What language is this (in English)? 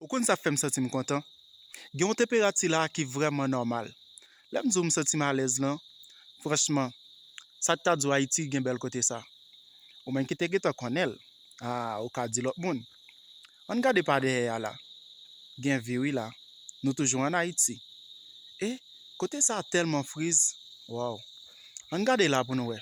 Haitian Creole